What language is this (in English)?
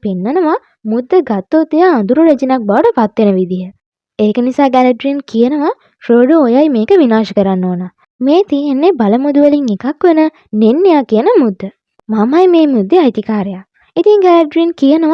Sinhala